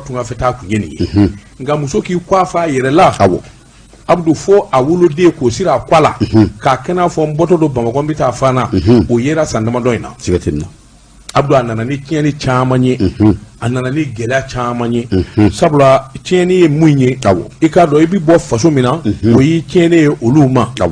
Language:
Bambara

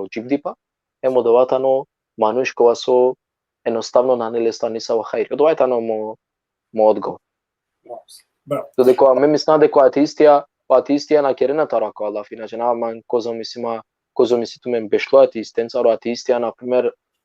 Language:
Balkan Romani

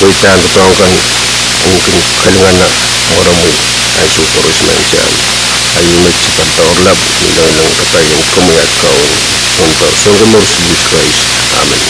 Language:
Pohnpeian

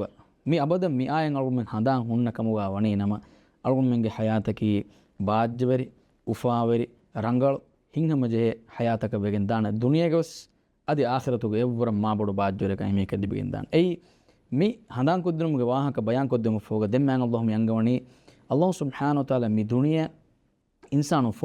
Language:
Divehi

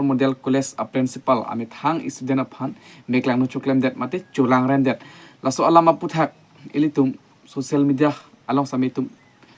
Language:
Karbi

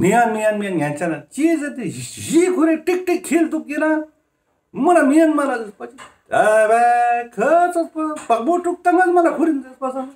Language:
Ladakhi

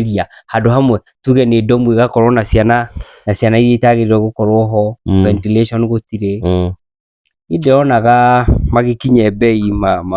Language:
Kikuyu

